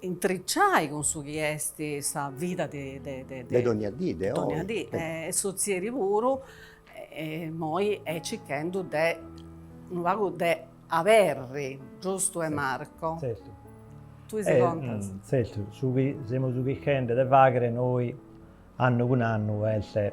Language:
Sardinian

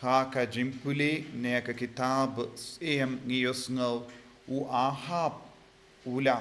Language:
Khasi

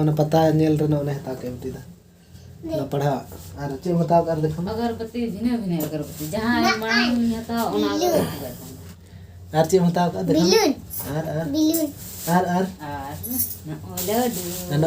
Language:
Santali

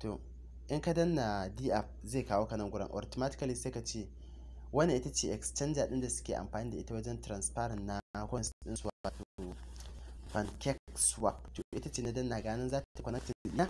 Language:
Hausa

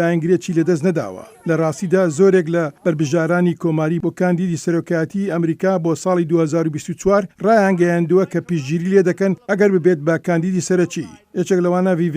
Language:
Central Kurdish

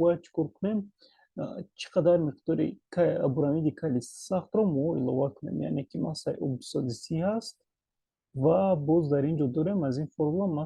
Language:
Tajik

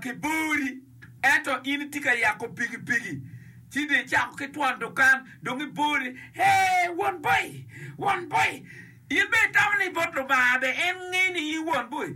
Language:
Acoli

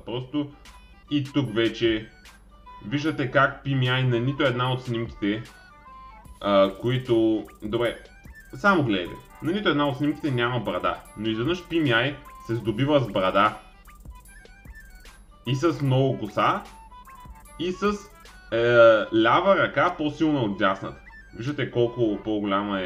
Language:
Bulgarian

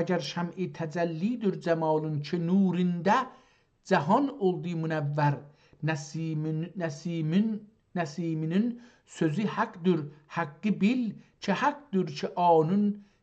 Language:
South Azerbaijani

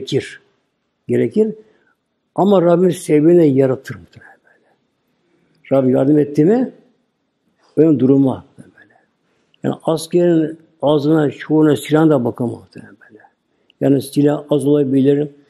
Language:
Turkish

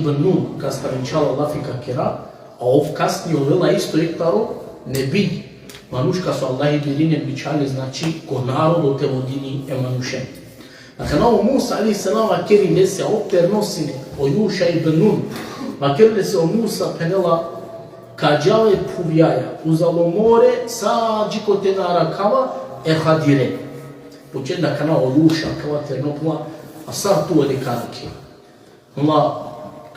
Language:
Balkan Romani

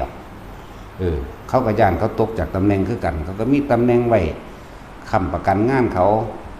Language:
Northeastern Thai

